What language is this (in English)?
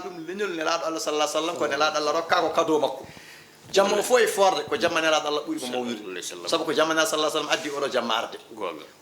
Fula